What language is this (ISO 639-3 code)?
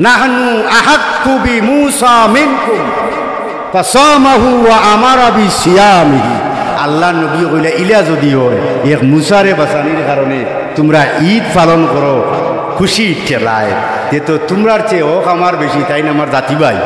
syl